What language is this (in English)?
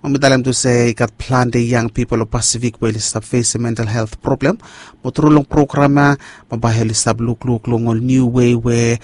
Bislama